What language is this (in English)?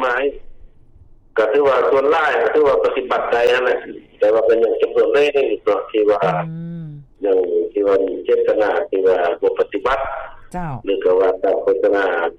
Lao